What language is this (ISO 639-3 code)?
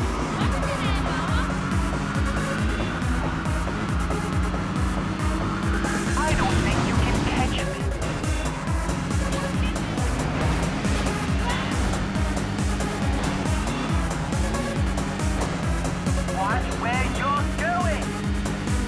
eng